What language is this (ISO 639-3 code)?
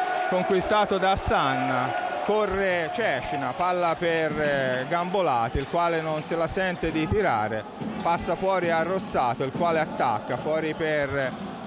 ita